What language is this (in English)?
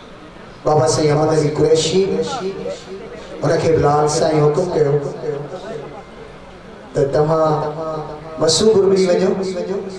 Sindhi